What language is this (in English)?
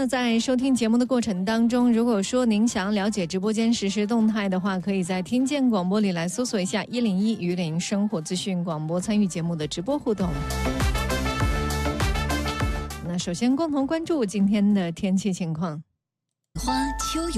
Chinese